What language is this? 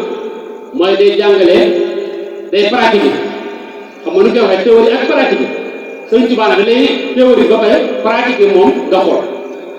Wolof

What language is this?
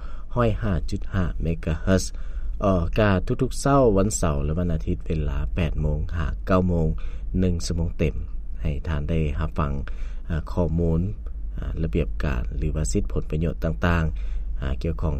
Lao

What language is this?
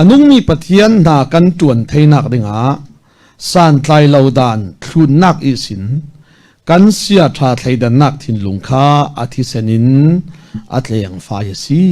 Falam Chin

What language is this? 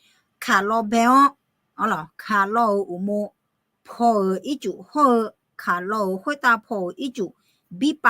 Akha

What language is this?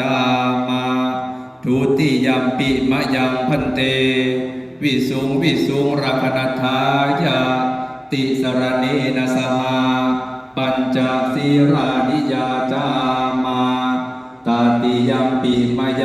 Pali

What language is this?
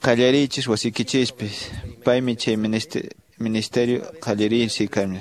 Quechua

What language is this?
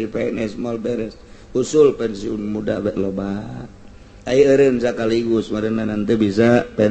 Sundanese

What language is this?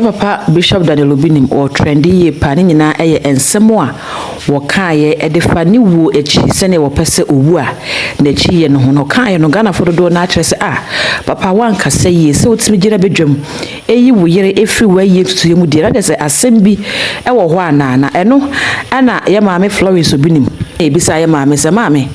Akan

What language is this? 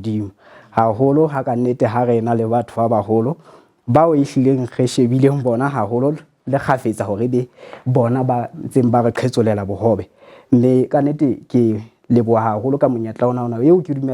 Southern Sotho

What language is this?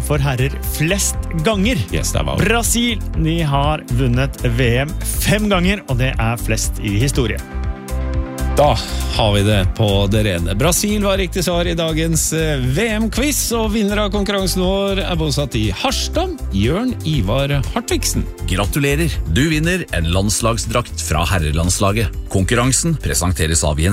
Norwegian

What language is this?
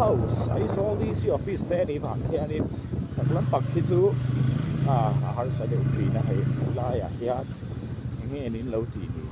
Mizo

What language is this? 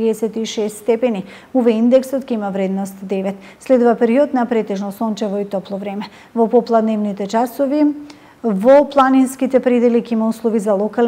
Macedonian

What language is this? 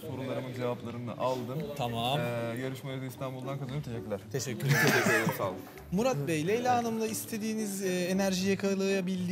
Turkish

